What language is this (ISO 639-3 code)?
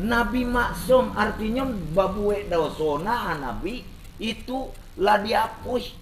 min